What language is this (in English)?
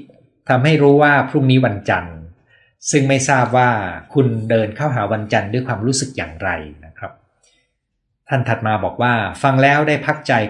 Thai